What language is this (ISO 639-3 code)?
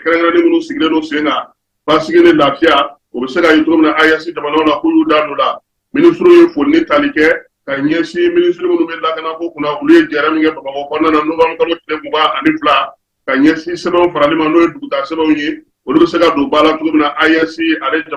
bam